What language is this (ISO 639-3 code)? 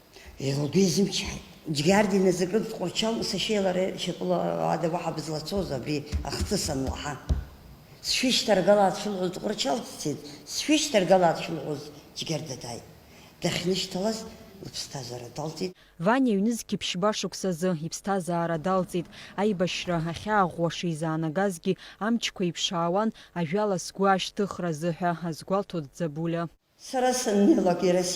abk